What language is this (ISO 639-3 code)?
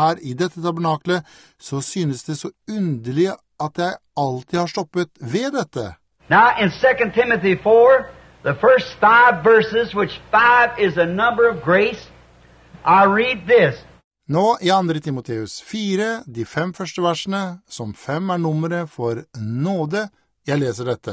nor